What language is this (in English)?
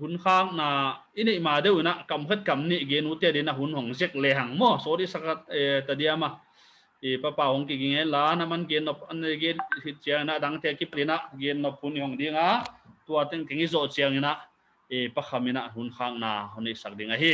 Paite Chin